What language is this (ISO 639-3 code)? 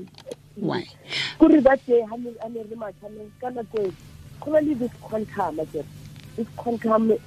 tsn